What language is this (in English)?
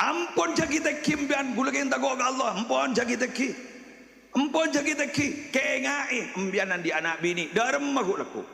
Madurese